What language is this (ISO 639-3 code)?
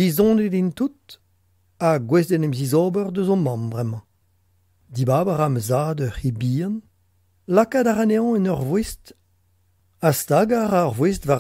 bre